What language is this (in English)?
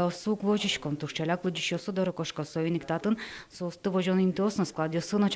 Udmurt